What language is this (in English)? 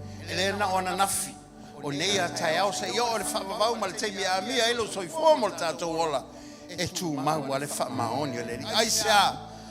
Samoan